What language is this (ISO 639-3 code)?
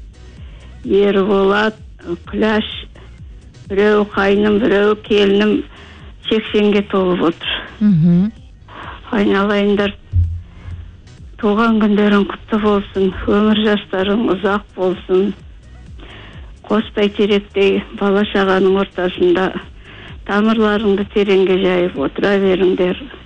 kaz